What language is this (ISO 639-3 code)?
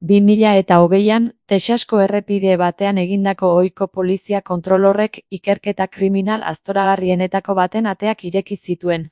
eus